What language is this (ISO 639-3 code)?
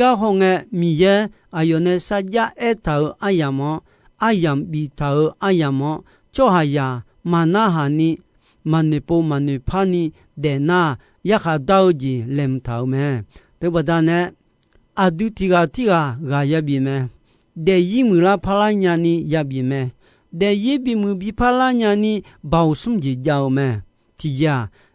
ahk